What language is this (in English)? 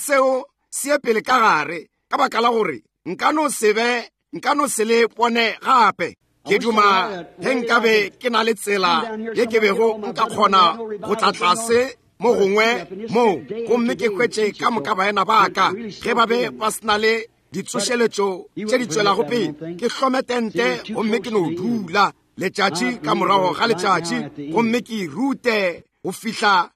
Northern Sotho